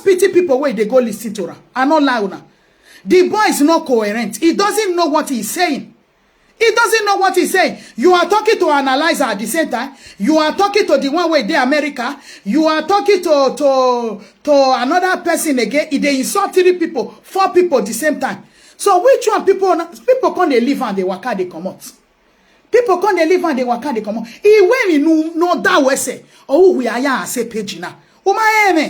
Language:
Nigerian Pidgin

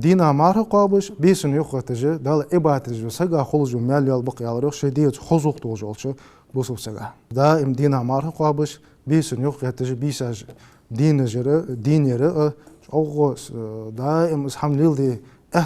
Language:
Ingush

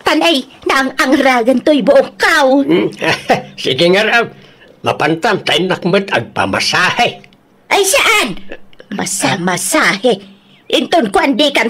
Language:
Iloko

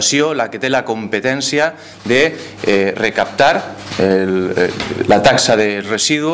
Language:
Catalan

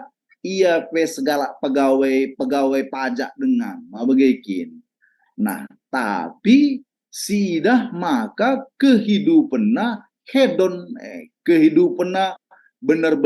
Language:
Batak Karo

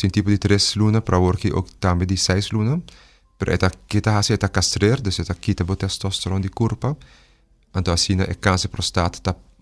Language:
Papiamento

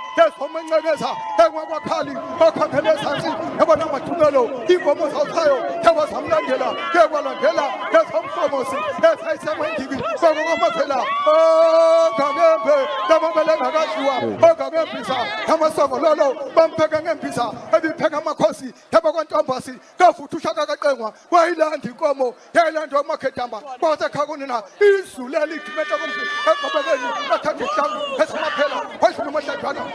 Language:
Zulu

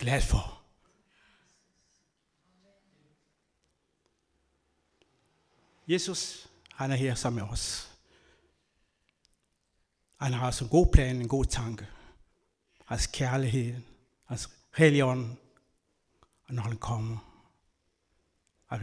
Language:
Danish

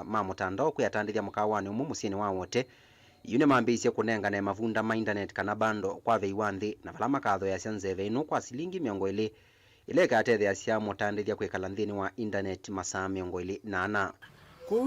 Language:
Kamba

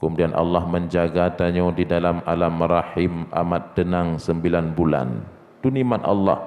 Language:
Achinese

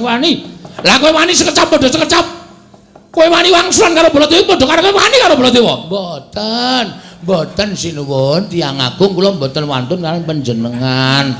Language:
Javanese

